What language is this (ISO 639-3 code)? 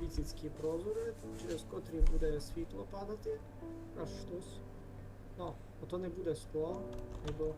rue